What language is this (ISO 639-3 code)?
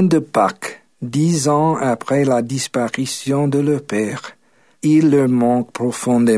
fra